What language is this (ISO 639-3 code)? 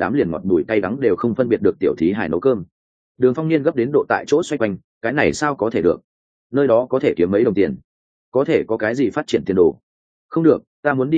vie